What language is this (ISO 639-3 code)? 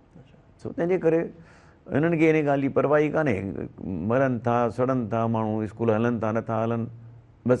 snd